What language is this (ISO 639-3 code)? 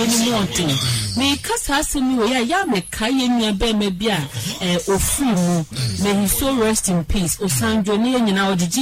aka